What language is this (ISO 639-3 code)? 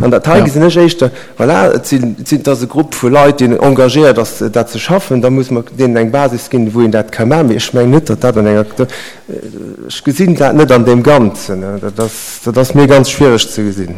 ltz